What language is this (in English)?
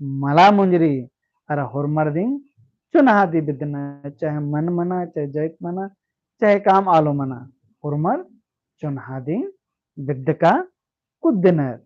Kurukh